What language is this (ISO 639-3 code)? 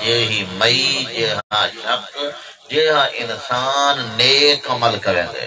skr